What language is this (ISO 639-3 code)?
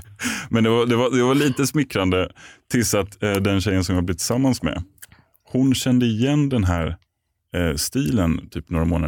swe